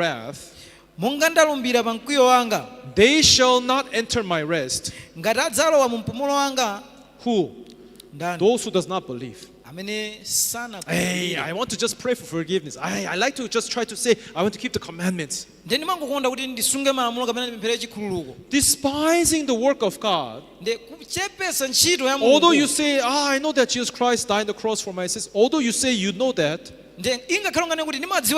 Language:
Nyanja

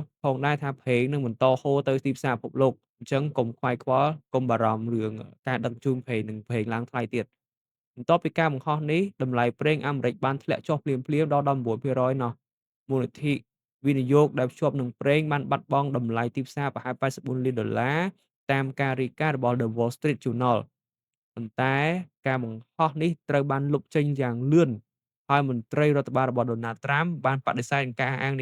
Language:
Khmer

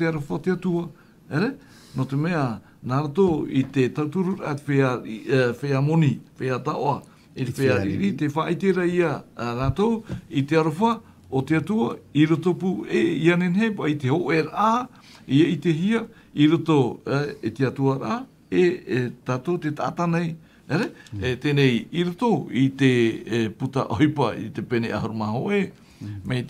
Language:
Tahitian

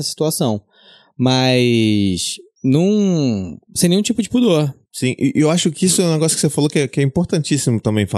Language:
Portuguese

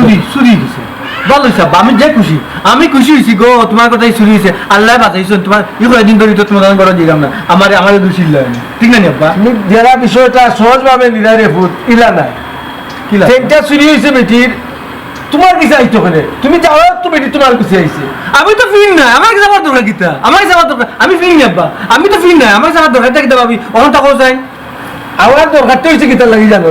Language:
Sylheti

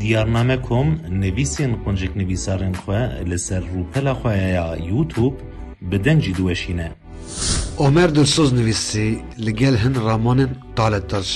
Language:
Kurdish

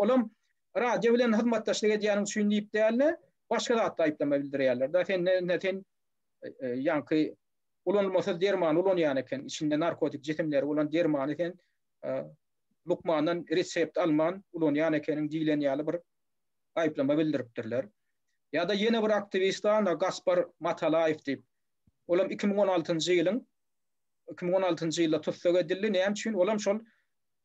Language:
Turkmen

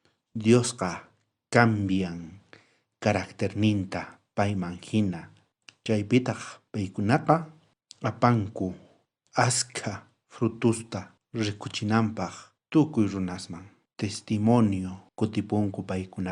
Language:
South Bolivian Quechua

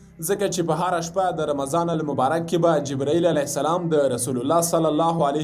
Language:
Pashto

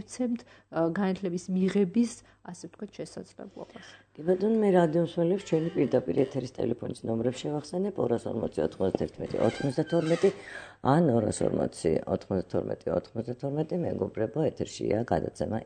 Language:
Georgian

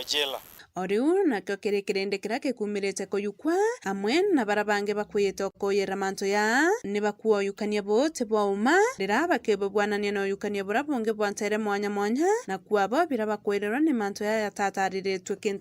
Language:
Meru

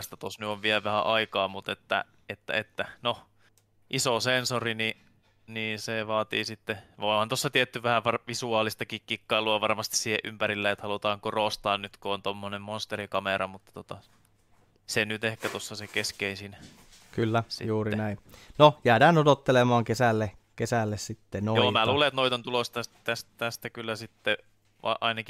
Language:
Finnish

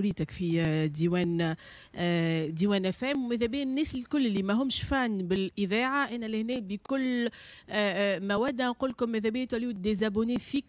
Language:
Tunisian Arabic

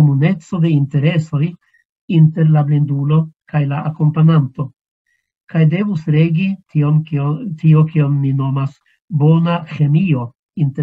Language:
Esperanto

